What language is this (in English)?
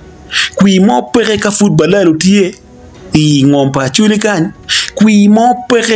Acoli